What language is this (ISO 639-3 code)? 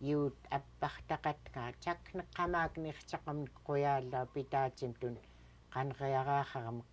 esu